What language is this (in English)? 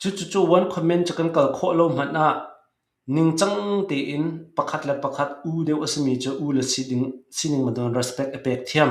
Hakha Chin